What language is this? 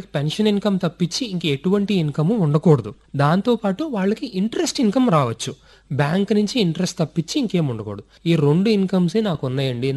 Telugu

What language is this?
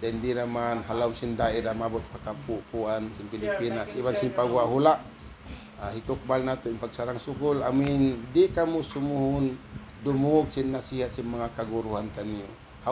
Tausug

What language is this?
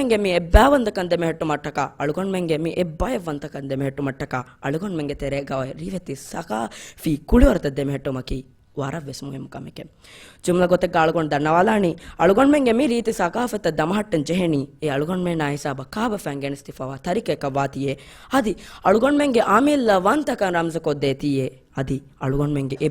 Divehi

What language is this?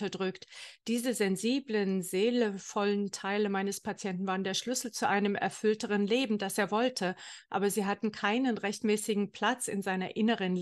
German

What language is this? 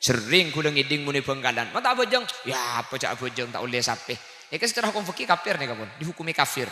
Madurese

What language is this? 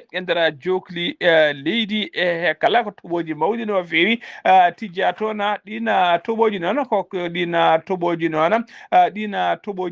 Fula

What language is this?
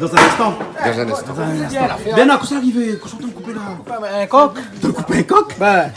Réunion Creole French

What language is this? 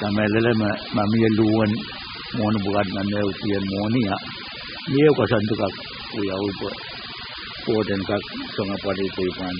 Pohnpeian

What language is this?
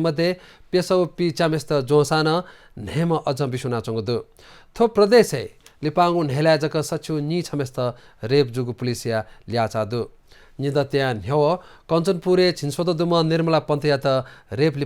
Newari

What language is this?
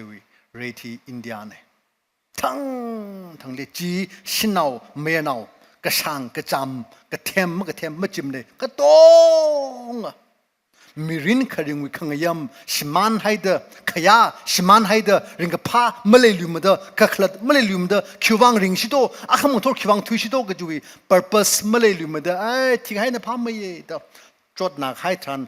Tangkhul Naga (India)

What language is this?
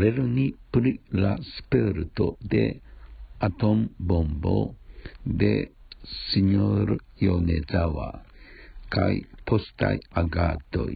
Esperanto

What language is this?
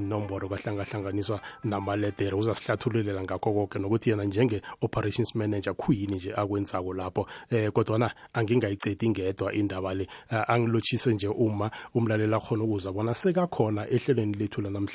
South Ndebele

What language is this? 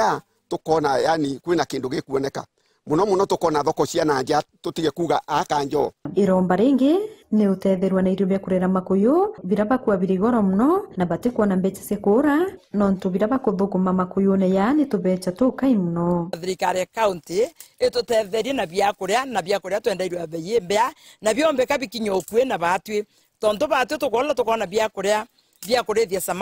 Meru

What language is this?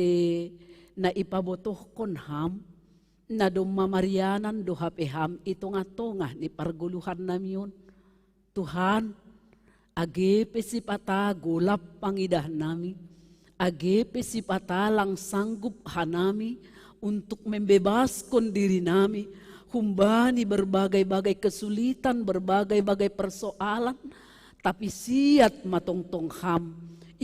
Batak Simalungun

